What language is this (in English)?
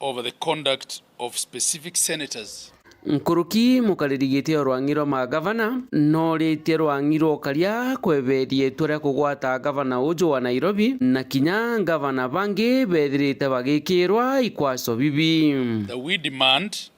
Meru